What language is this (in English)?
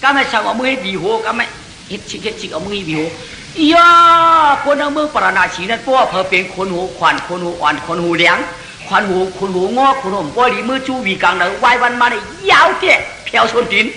Shan